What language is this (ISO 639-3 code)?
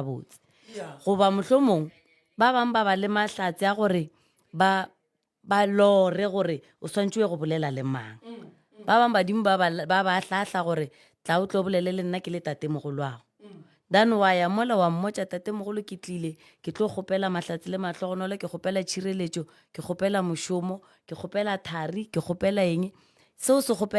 nso